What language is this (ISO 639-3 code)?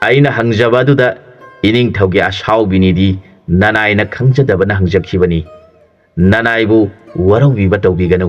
mni